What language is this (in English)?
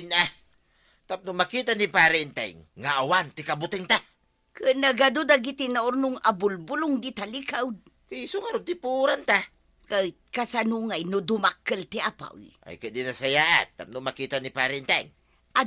Iloko